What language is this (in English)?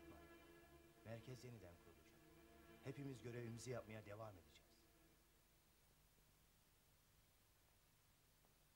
Turkish